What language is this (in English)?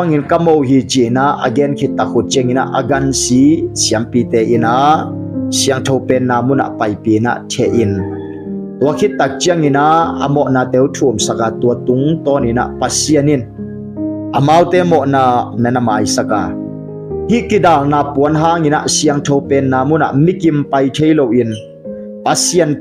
Tedim Chin